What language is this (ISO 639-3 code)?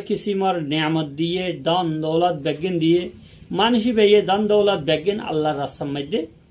rhg